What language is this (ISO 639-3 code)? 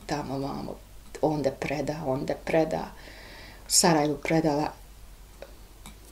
bos